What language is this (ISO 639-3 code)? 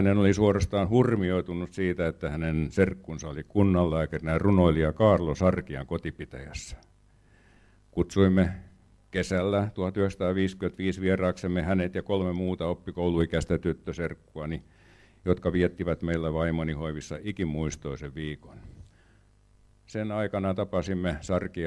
fin